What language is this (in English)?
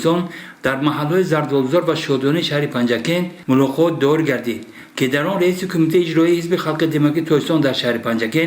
Tajik